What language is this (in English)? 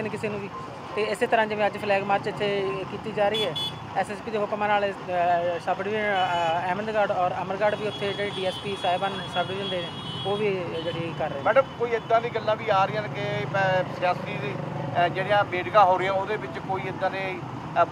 Punjabi